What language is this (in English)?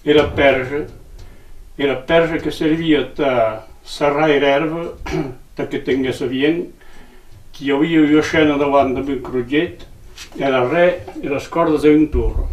Occitan